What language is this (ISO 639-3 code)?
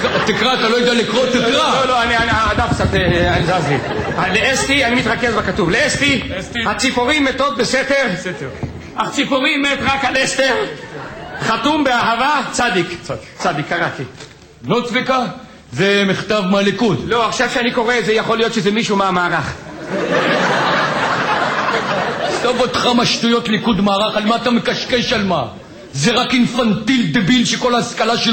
heb